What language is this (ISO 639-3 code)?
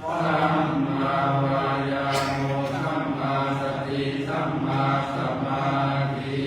pli